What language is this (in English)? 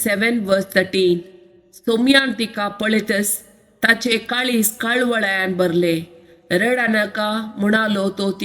Konkani